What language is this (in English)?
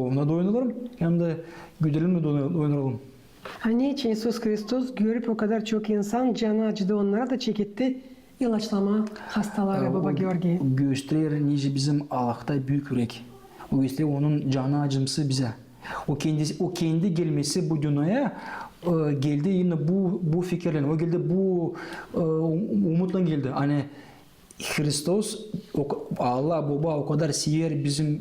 Gagauz